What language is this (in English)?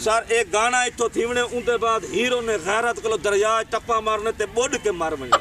Saraiki